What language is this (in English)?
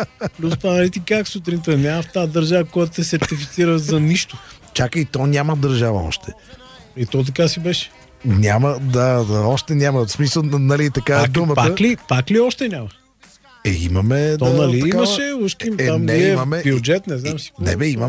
Bulgarian